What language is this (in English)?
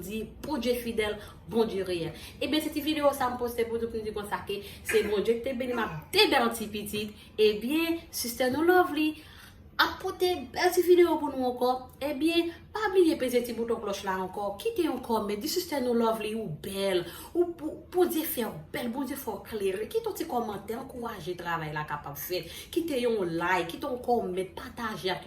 Haitian Creole